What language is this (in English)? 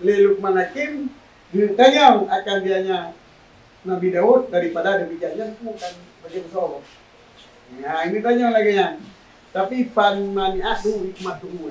Achinese